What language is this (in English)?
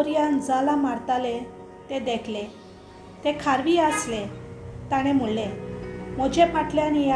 Konkani